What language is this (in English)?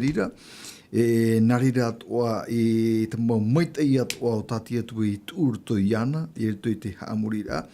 Tahitian